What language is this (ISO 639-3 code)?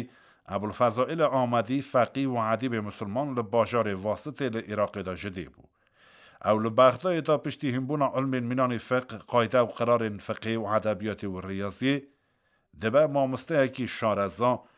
kur